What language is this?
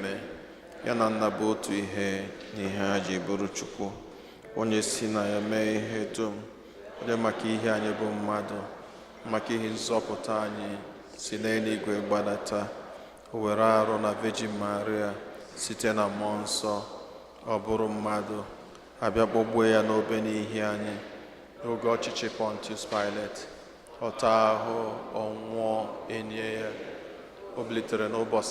Igbo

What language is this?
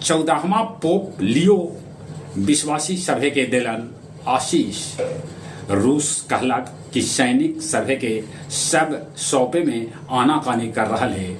Magahi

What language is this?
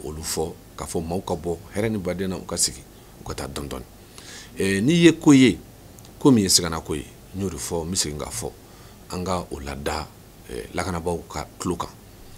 Bambara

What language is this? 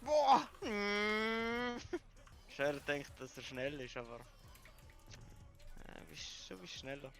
Swiss German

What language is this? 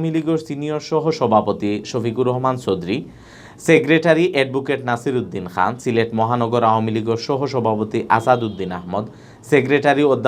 Sylheti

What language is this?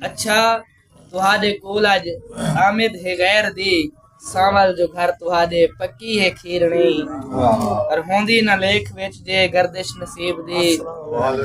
Saraiki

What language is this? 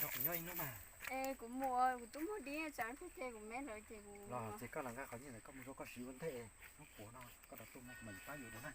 Hmong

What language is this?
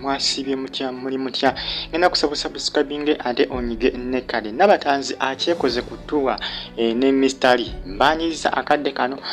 Ganda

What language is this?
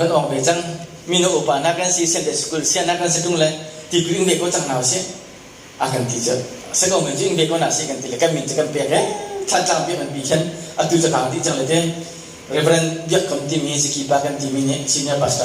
Hakha Chin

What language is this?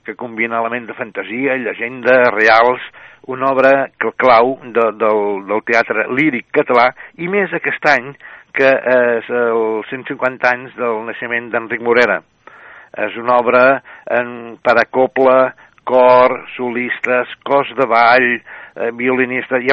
Catalan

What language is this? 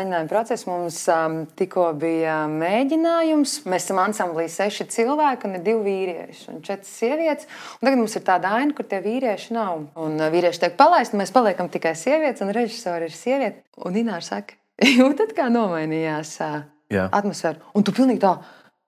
Latvian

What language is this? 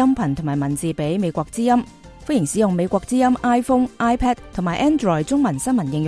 Cantonese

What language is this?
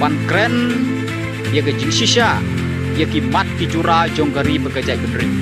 Khasi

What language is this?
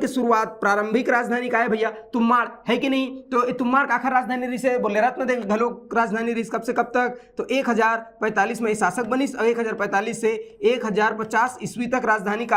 Chhattisgarhi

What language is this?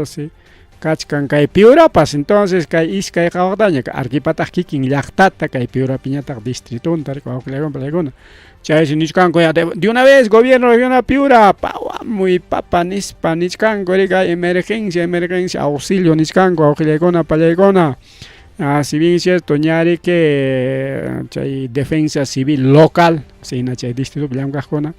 Ayacucho Quechua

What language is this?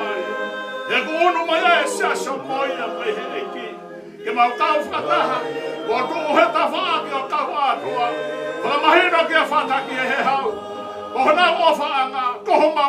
Tongan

